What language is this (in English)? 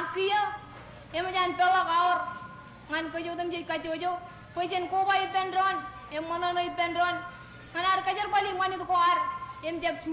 Marshallese